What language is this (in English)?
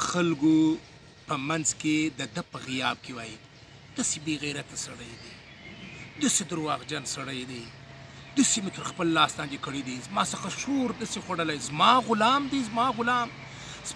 Pashto